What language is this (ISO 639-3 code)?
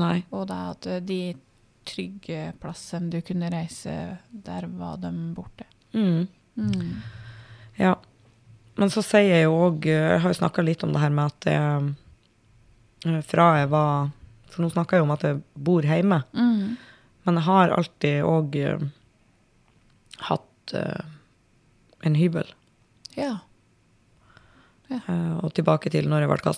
nor